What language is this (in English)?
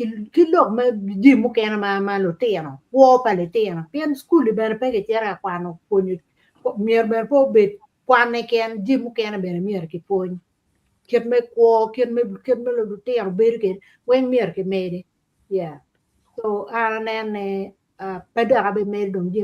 Acoli